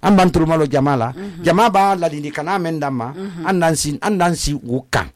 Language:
Susu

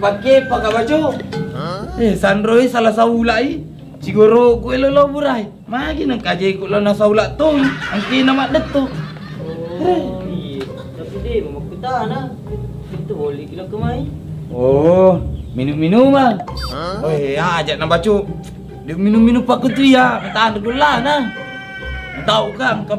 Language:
Buginese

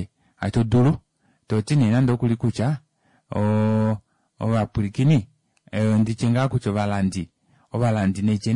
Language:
Kuanyama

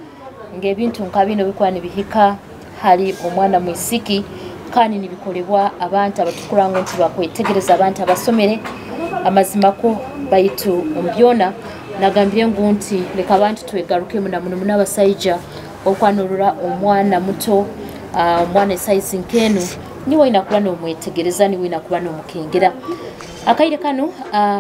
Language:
Nyoro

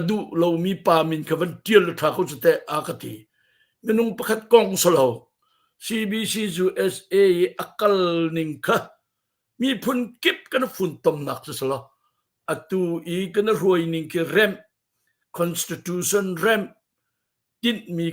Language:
Hakha Chin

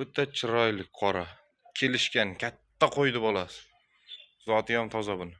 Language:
Uzbek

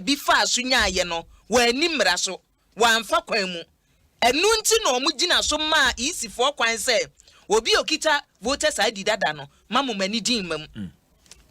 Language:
Akan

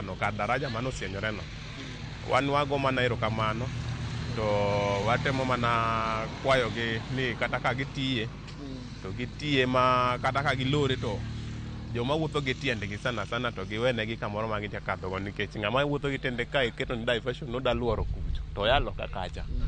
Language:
Luo (Kenya and Tanzania)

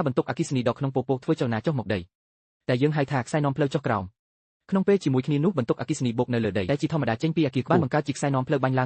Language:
Khmer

